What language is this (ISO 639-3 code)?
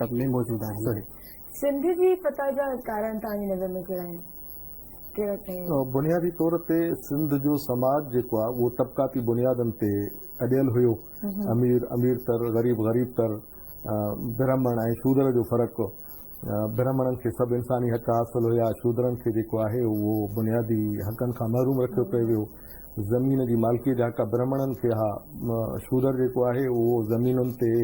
snd